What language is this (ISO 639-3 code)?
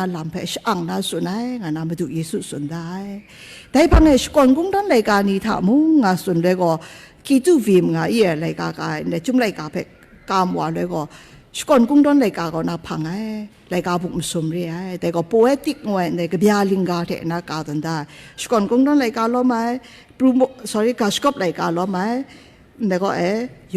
kac